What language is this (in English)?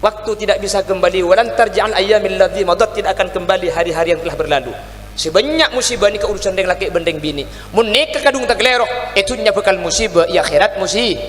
Madurese